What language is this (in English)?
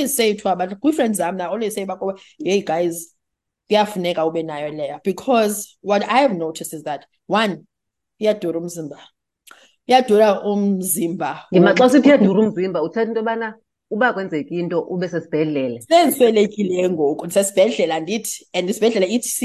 Xhosa